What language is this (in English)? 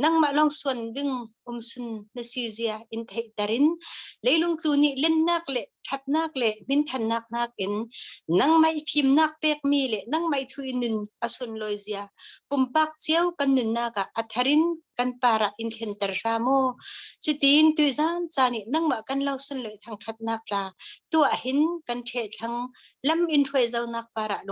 Falam Chin